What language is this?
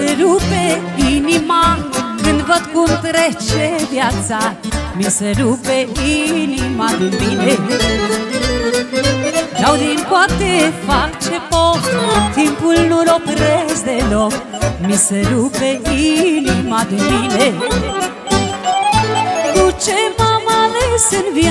Romanian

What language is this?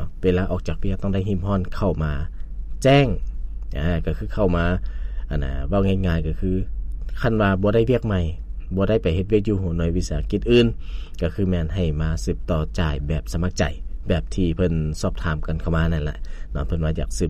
Lao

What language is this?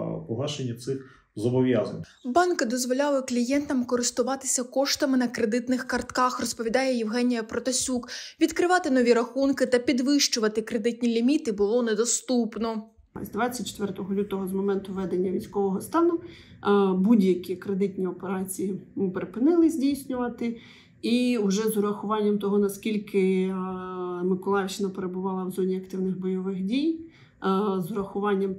Ukrainian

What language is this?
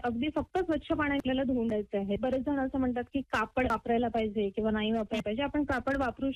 Marathi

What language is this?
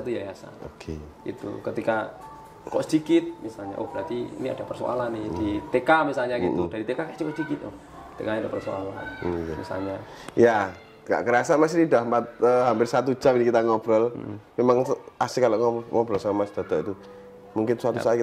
Indonesian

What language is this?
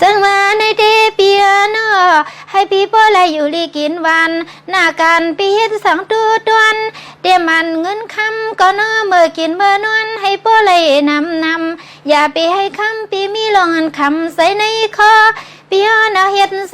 Shan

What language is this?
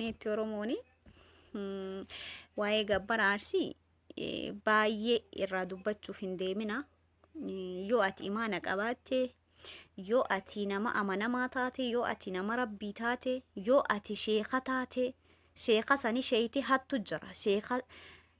Oromo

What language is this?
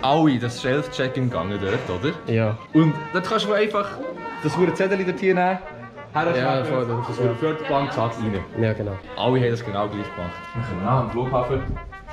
Swiss German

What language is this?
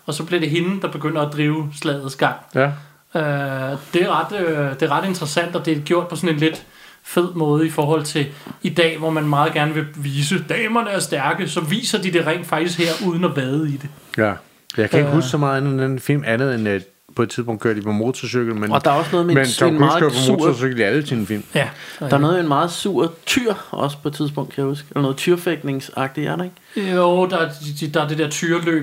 Danish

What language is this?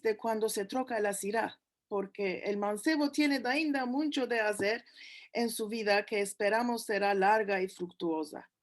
Ladino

